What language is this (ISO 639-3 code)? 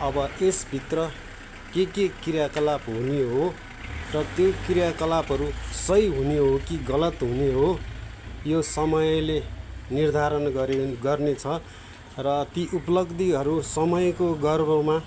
nep